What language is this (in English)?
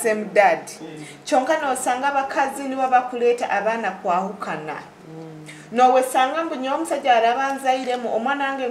Nyoro